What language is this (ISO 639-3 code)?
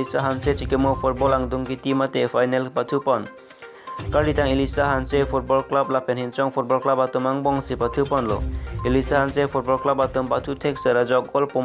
mjw